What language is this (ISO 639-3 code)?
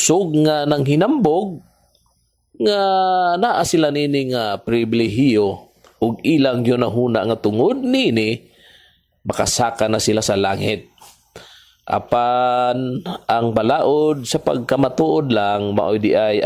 ceb